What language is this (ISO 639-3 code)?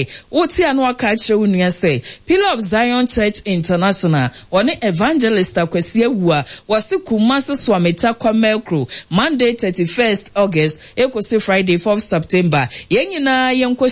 aka